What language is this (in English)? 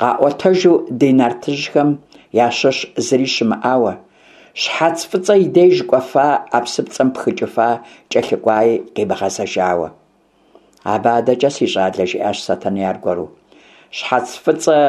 Kabardian